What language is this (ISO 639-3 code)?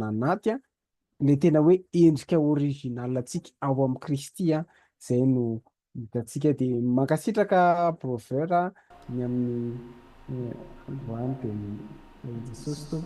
mlg